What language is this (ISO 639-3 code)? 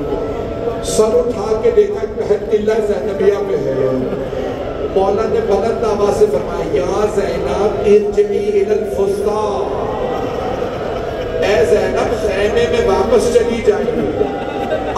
urd